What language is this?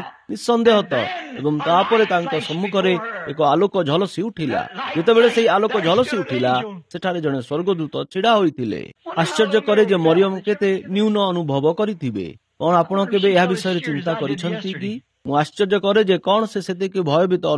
Odia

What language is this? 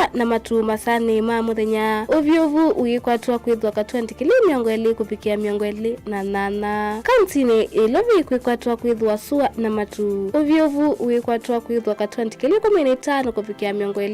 Kamba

